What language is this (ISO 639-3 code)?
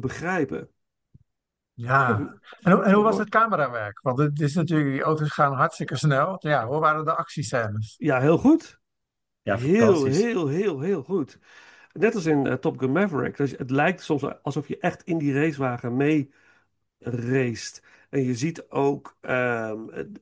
nld